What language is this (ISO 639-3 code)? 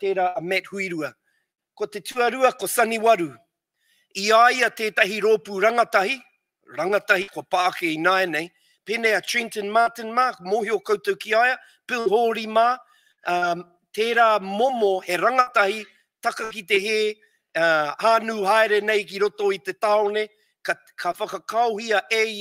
mri